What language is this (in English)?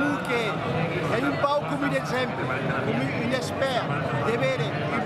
Occitan